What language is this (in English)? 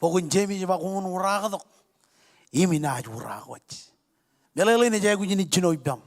Marshallese